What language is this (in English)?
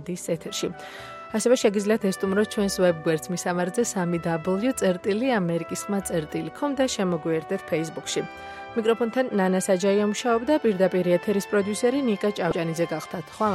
Georgian